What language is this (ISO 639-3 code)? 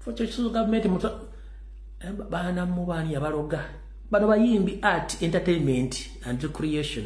lug